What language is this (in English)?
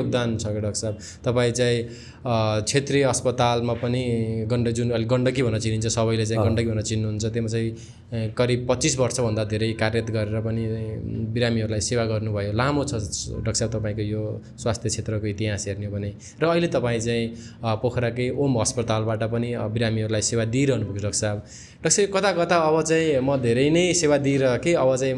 Nepali